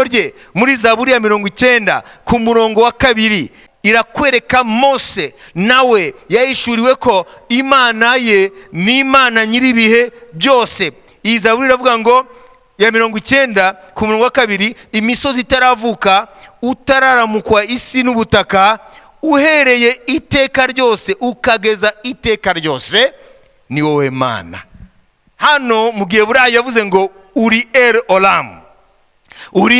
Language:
Kinyarwanda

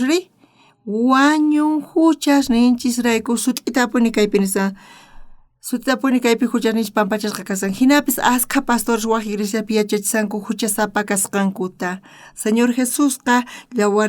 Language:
South Bolivian Quechua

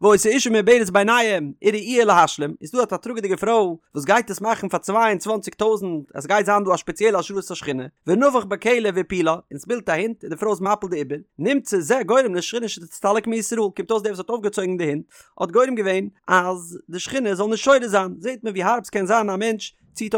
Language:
Yiddish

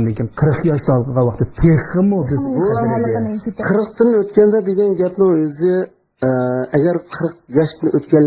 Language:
Uyghur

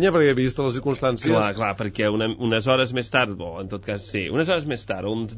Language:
Catalan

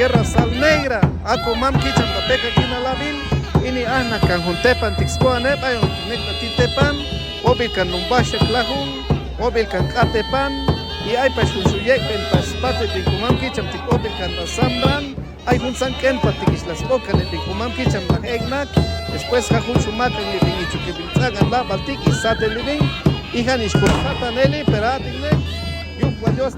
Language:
Chuj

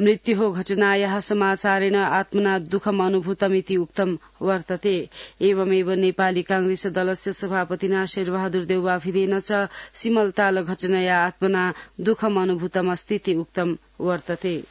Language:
Sanskrit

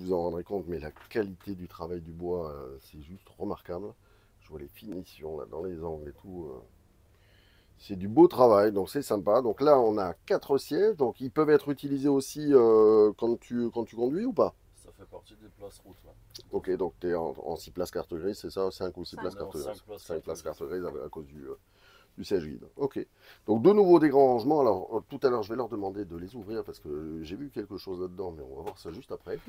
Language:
French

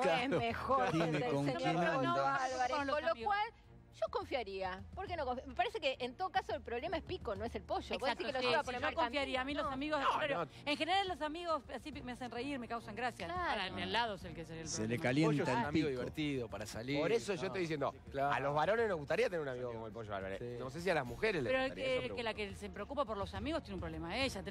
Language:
Spanish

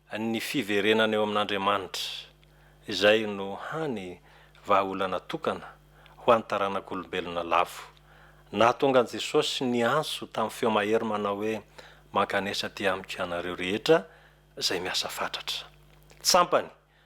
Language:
Malagasy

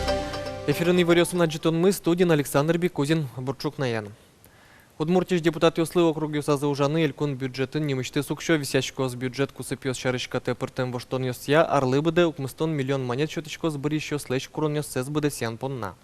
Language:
Udmurt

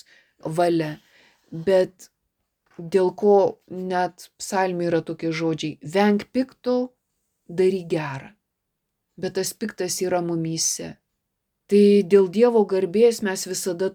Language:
Lithuanian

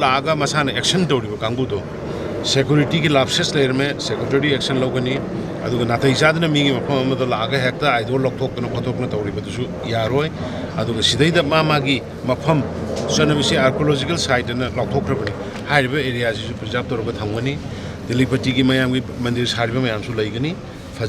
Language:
Manipuri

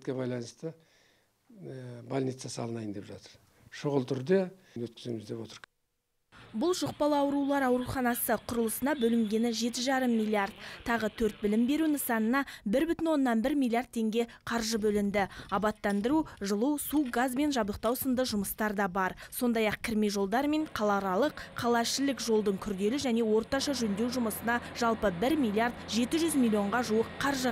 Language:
Kazakh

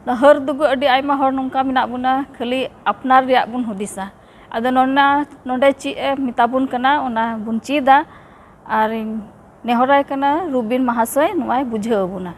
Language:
Santali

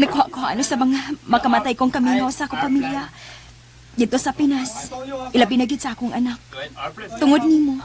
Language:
Cebuano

